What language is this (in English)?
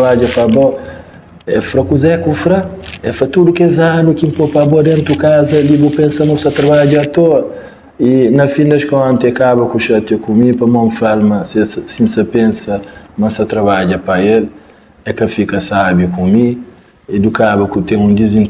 Kabuverdianu